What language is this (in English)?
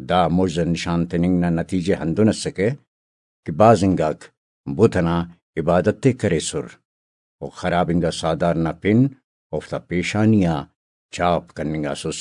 Brahui